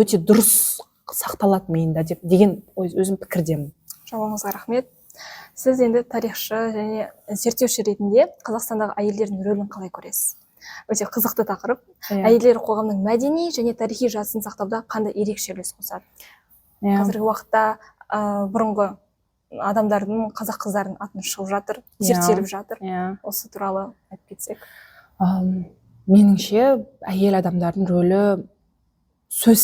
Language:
Kazakh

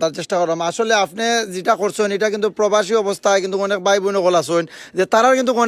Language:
Sylheti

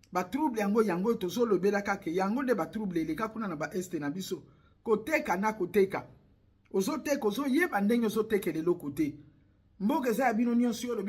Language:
Lingala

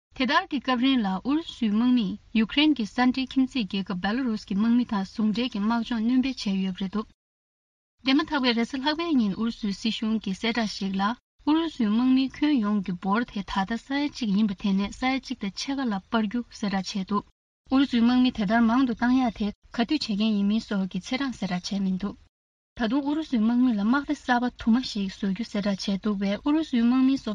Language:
Tibetan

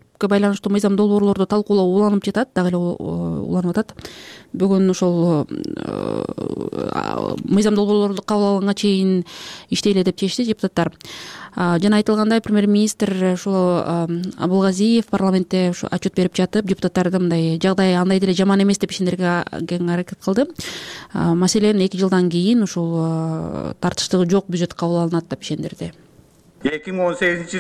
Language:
Kyrgyz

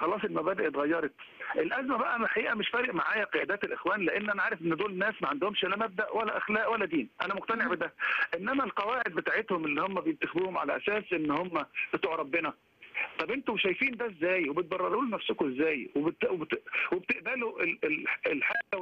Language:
Egyptian Arabic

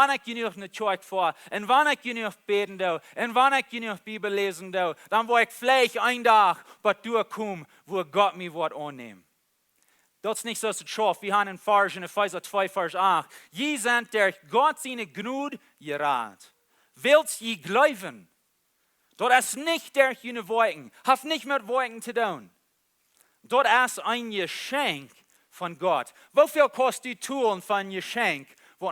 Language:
Plautdietsch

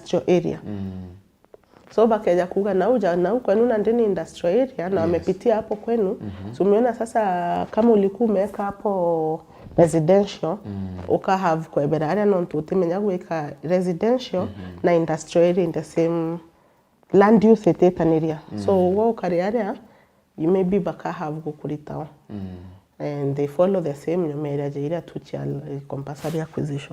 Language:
Meru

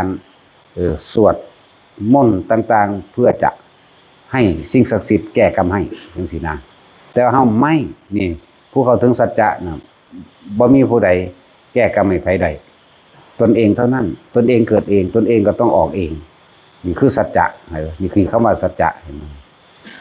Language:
Northeastern Thai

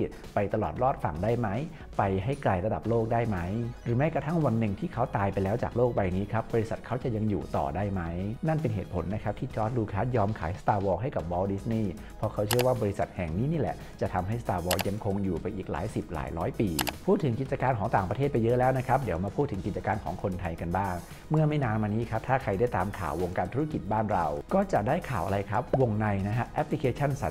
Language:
Thai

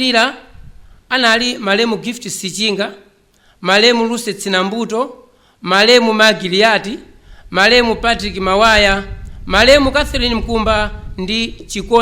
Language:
Nyanja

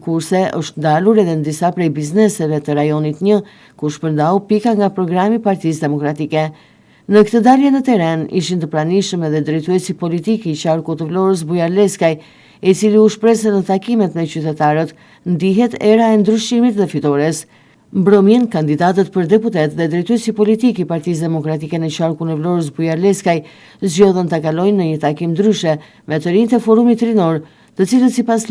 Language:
Albanian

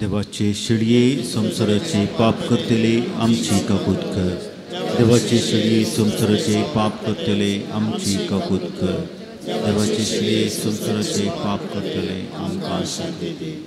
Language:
Konkani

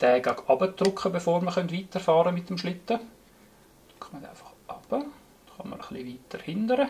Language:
Swiss German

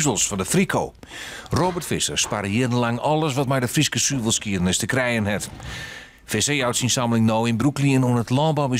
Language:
Western Frisian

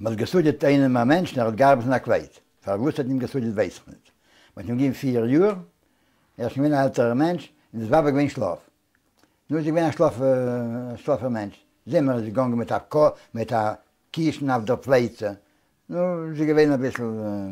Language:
Yiddish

